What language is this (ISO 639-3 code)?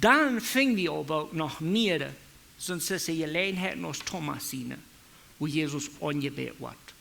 pdt